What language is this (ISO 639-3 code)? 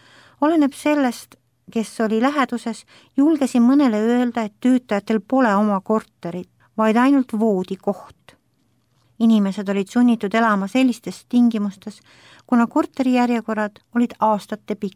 est